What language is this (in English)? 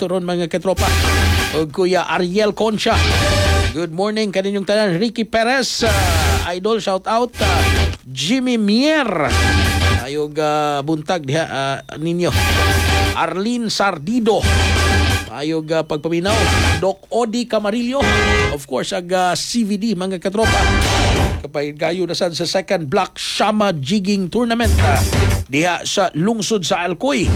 Cebuano